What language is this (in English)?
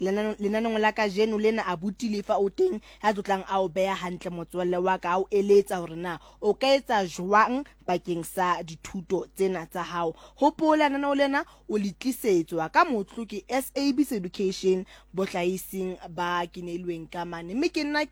Southern Sotho